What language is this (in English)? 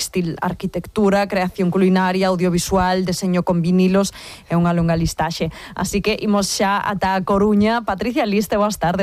Galician